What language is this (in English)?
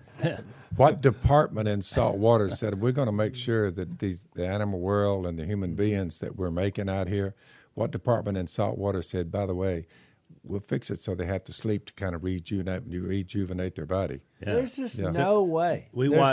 English